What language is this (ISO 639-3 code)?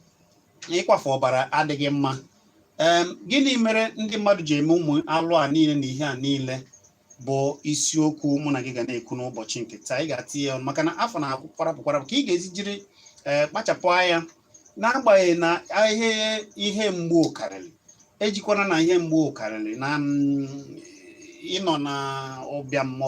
ibo